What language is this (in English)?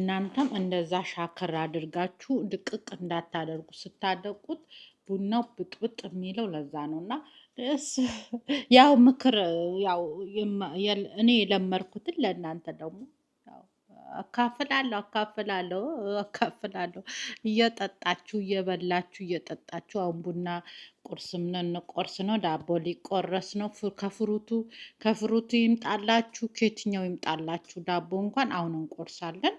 Amharic